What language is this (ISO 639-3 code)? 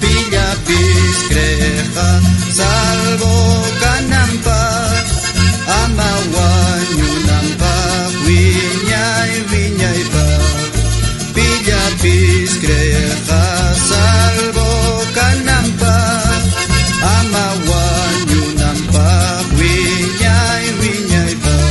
quh